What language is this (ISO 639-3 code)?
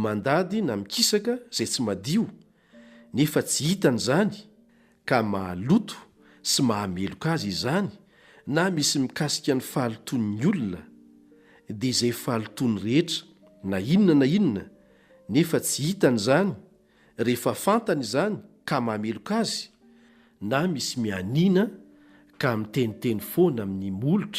mlg